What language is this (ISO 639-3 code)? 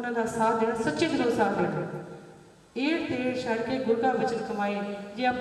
pan